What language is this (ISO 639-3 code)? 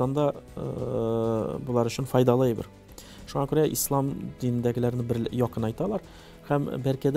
tat